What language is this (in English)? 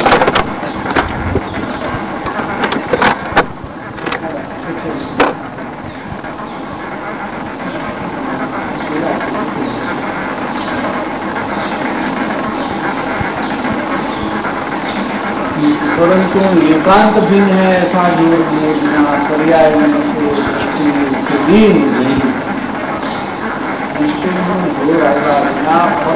Hindi